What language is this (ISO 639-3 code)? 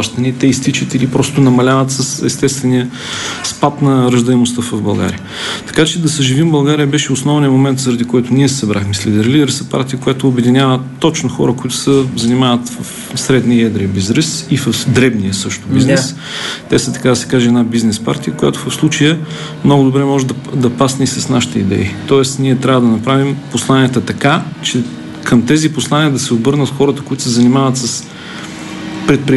bul